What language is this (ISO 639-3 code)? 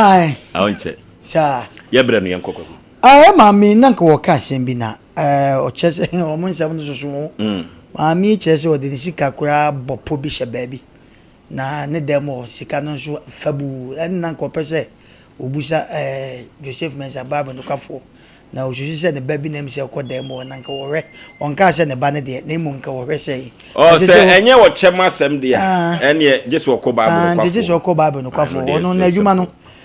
aka